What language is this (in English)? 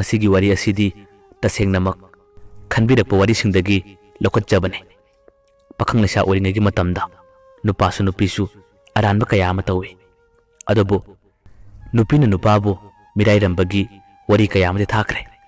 Manipuri